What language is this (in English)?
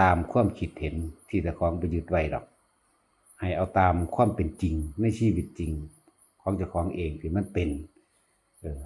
Northeastern Thai